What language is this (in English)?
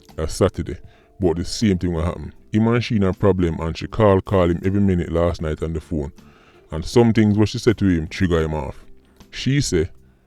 Jamaican Creole English